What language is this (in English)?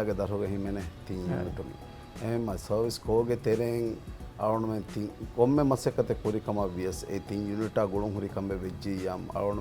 Divehi